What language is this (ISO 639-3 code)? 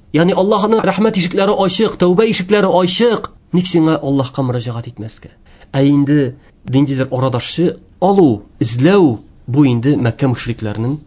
tat